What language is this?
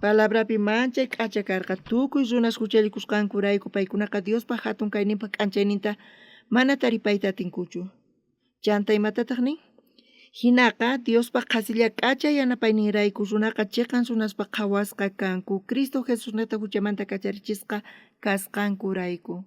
South Bolivian Quechua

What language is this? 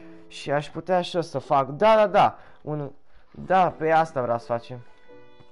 Romanian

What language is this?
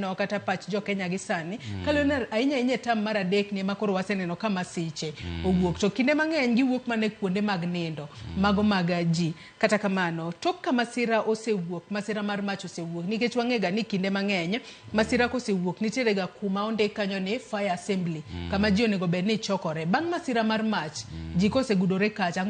Luo (Kenya and Tanzania)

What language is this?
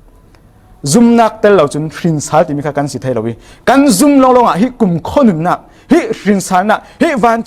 Falam Chin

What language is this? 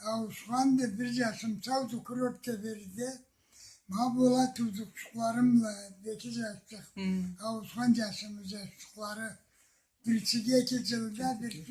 Karachay-Balkar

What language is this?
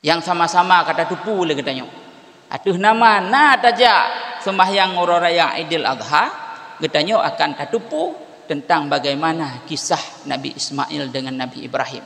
Achinese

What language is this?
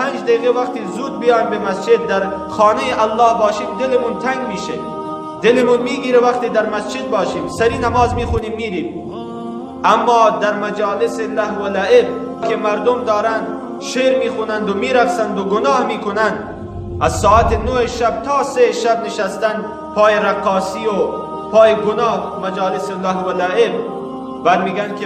Persian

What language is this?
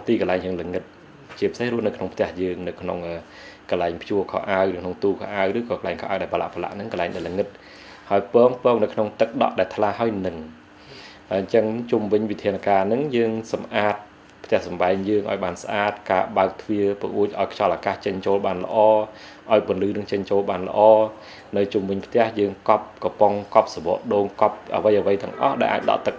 Khmer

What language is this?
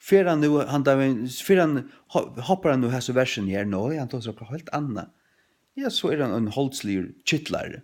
Faroese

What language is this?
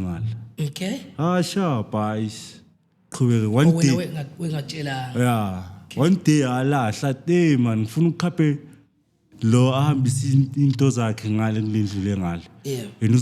Zulu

